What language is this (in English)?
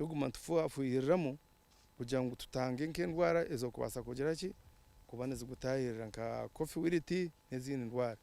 Nyankole